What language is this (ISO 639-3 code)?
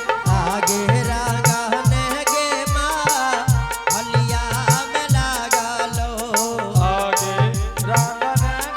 anp